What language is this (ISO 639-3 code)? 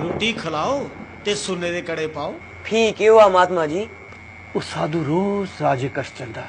doi